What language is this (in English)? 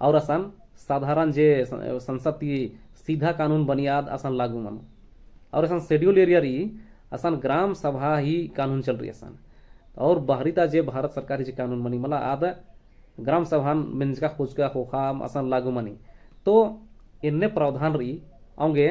Kurukh